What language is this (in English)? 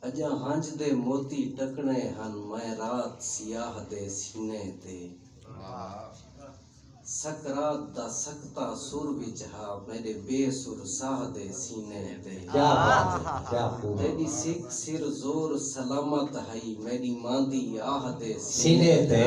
Saraiki